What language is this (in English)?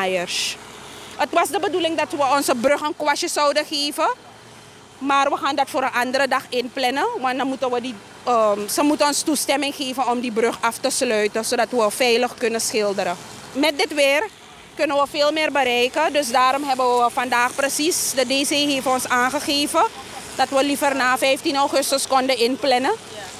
Dutch